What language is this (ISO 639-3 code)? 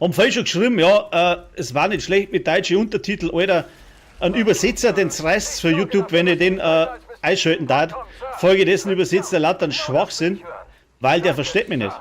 bar